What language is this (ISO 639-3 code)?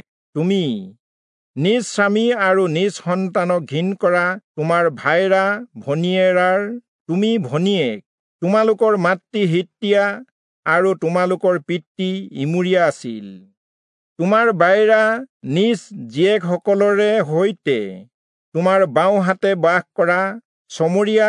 asm